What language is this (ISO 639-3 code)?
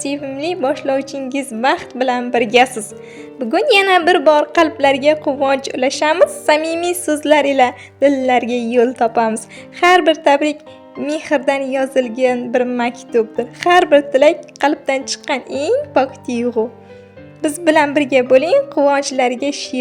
uzb